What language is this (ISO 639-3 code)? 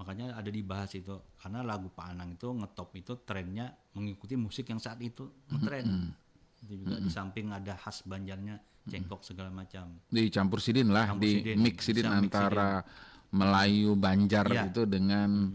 bjn